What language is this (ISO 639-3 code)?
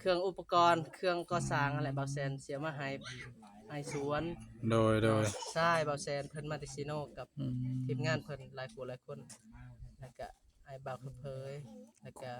tts